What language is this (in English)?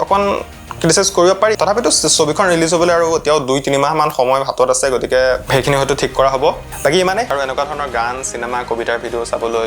Assamese